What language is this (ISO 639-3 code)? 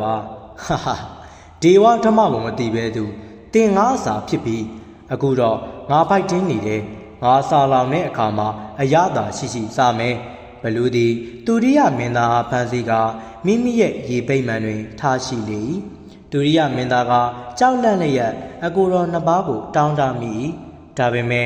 mya